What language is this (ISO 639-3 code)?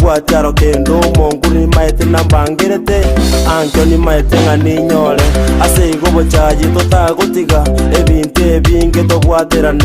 guz